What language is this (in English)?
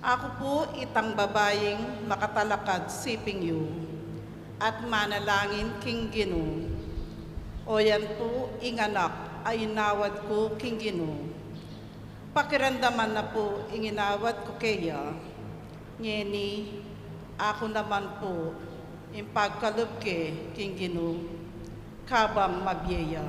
Pampanga